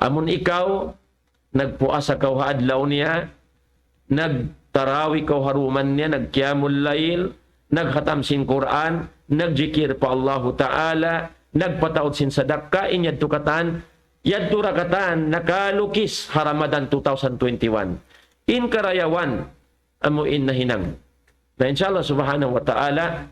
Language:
Tausug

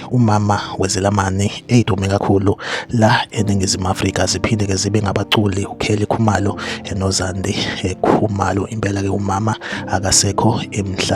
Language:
Zulu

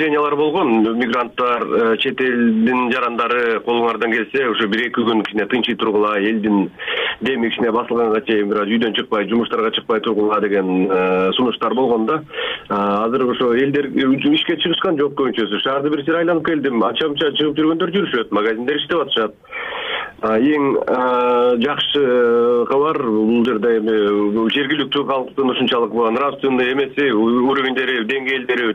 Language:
Kyrgyz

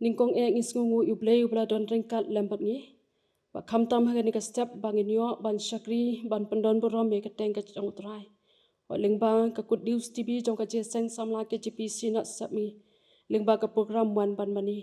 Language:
Khasi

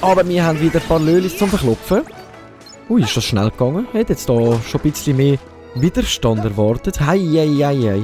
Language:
Swiss German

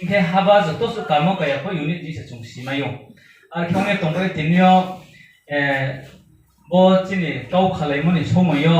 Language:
Riang (India)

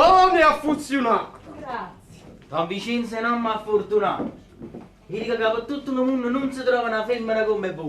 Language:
Neapolitan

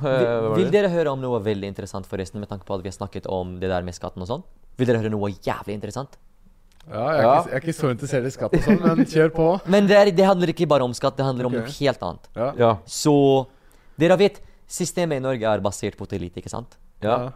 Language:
Norwegian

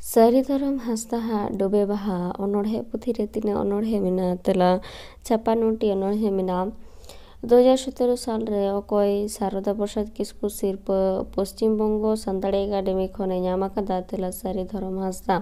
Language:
Santali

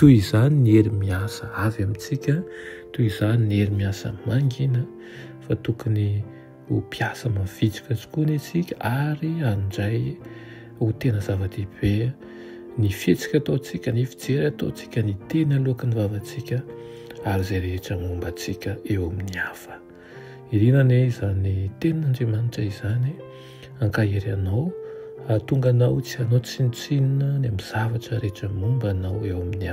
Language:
Malagasy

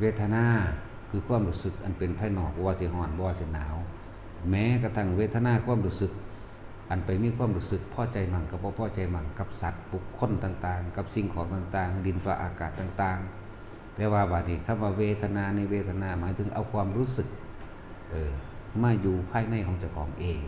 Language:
Lao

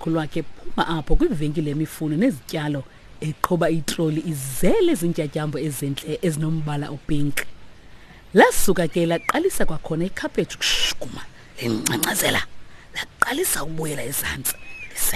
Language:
Xhosa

